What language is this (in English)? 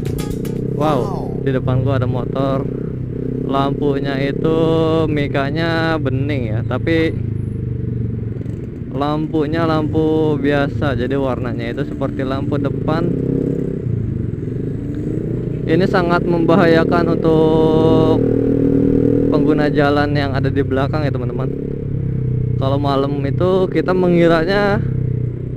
Indonesian